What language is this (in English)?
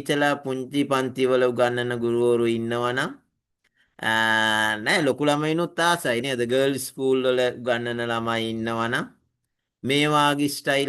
Sinhala